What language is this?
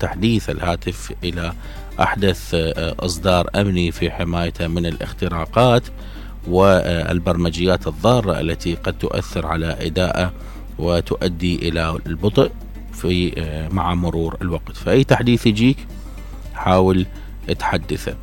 Mesopotamian Arabic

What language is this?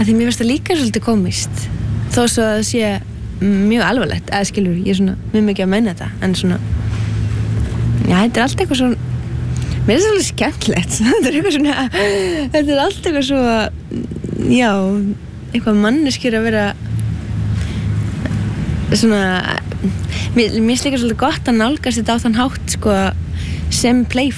Icelandic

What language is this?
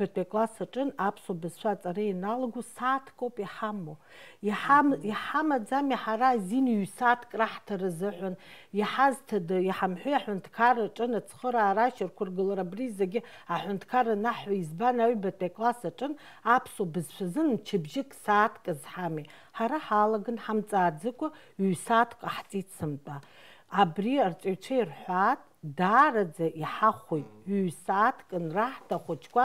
Abkhazian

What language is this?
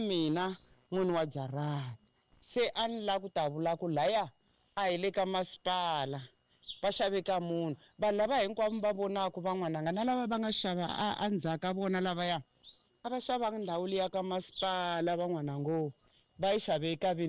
Tsonga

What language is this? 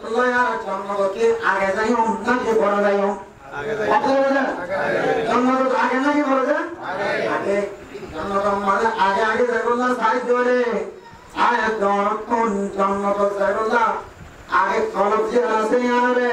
Rohingya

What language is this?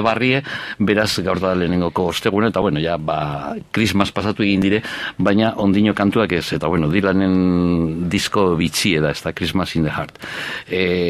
Basque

